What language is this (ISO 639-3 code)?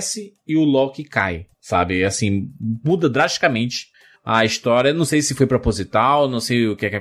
por